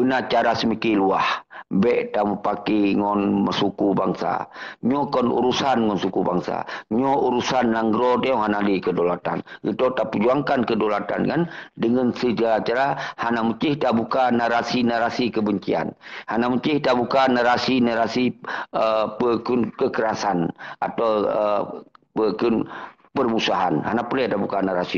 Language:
Achinese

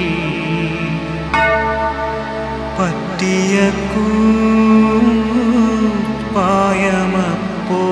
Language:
Malayalam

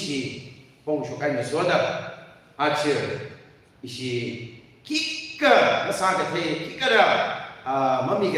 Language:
Tangkhul Naga (India)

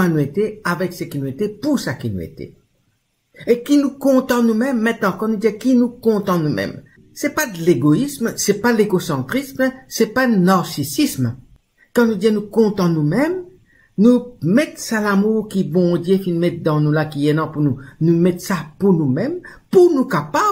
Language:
Morisyen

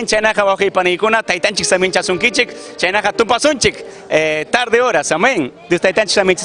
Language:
Ayacucho Quechua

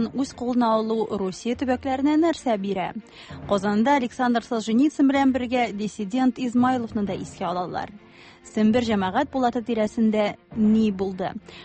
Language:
Tatar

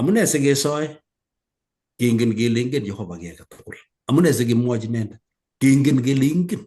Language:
Kalenjin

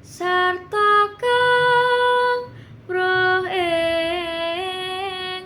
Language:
Javanese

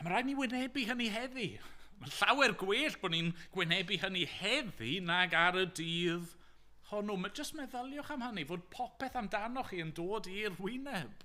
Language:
Welsh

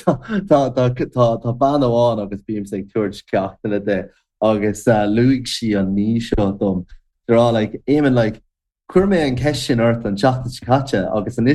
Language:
Irish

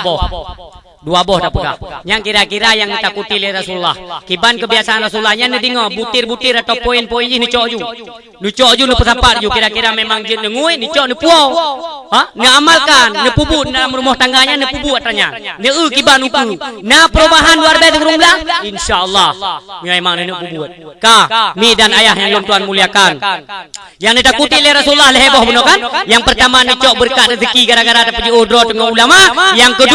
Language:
Achinese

